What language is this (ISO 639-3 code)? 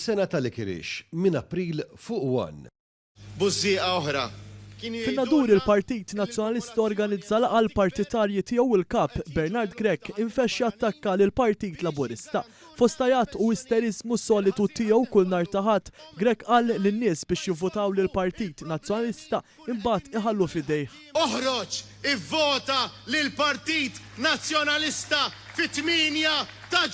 mlt